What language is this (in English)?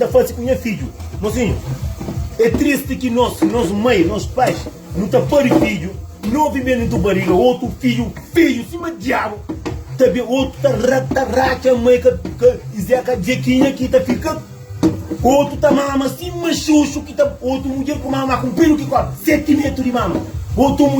Kabuverdianu